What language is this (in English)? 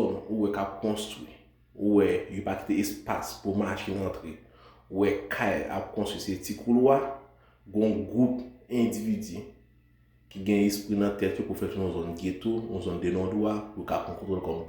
Haitian Creole